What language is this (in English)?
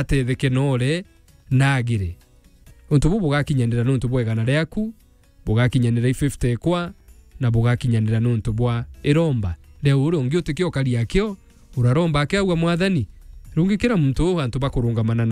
Meru